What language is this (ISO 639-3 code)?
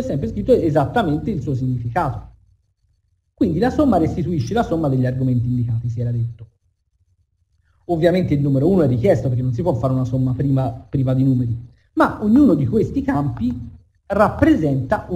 ita